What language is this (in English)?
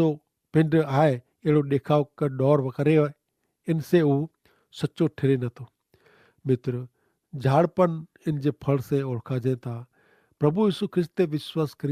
Kachhi